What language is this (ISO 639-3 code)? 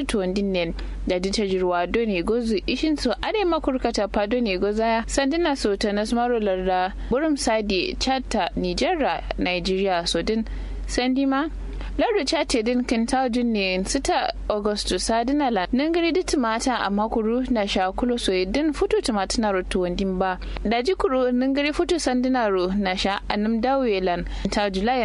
kau